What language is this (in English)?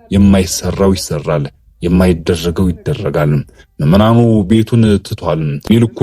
Amharic